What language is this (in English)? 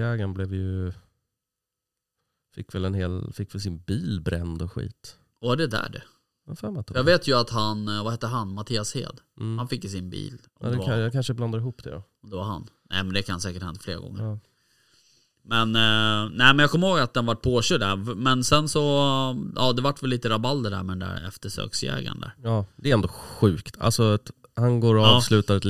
Swedish